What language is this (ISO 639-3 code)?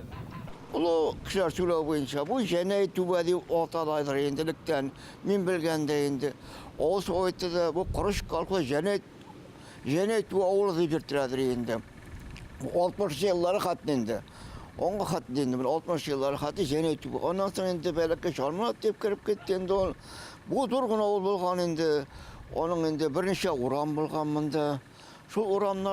bak